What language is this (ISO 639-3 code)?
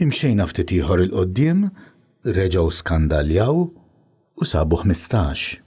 mlt